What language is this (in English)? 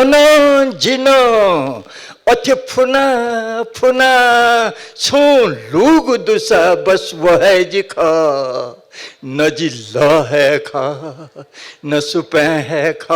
Newari